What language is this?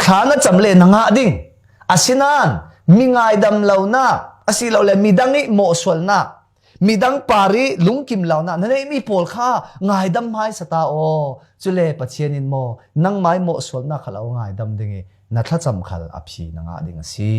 Falam Chin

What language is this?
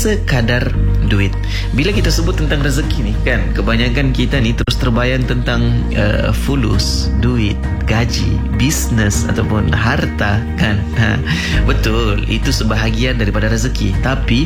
Malay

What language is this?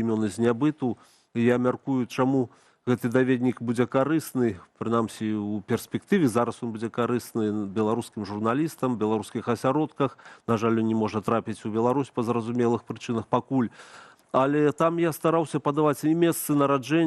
Belarusian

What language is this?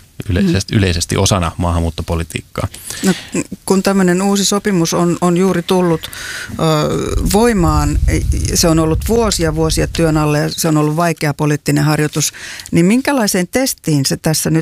Finnish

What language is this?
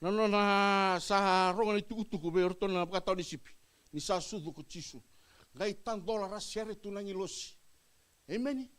Fijian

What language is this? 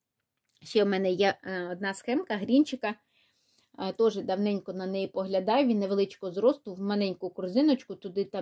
Ukrainian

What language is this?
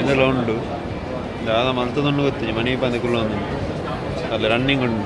Tulu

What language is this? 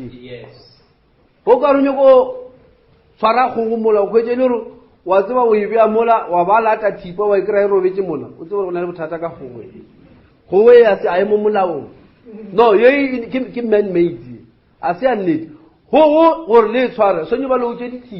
Northern Sotho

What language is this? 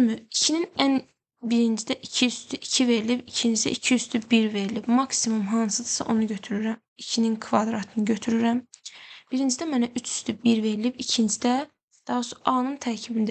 Azerbaijani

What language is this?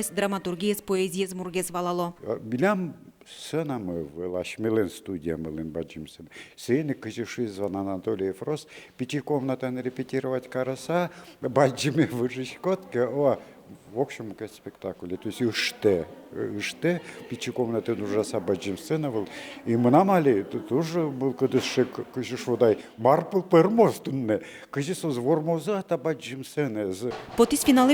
Udmurt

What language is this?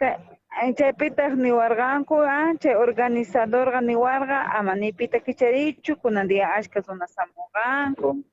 South Bolivian Quechua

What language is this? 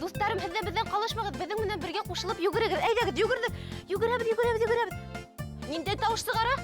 Bashkir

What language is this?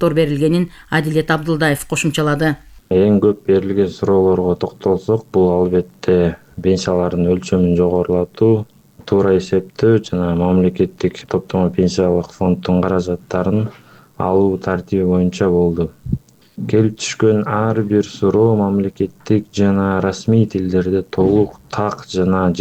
Kyrgyz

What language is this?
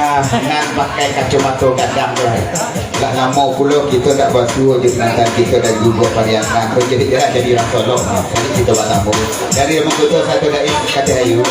Minangkabau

